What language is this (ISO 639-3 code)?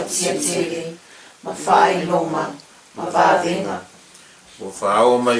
smo